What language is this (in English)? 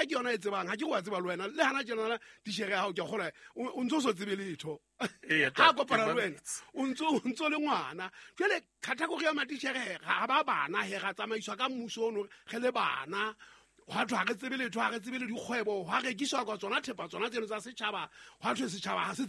Southern Sotho